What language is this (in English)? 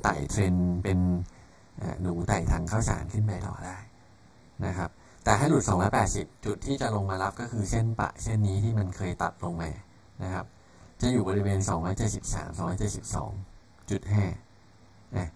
Thai